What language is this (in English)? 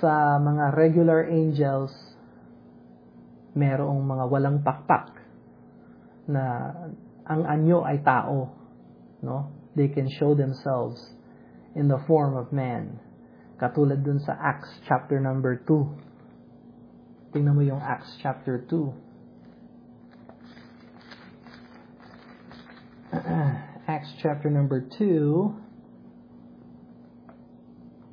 Filipino